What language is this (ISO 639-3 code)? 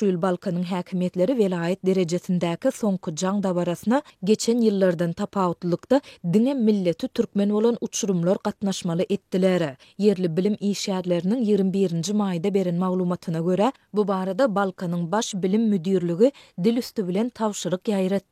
tuk